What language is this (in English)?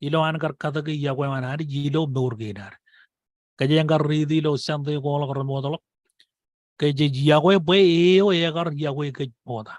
Marshallese